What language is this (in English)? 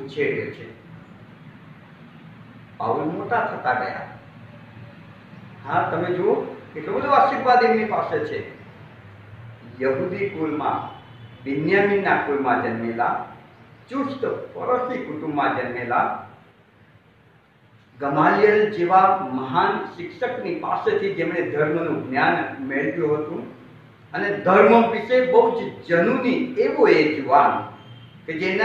Gujarati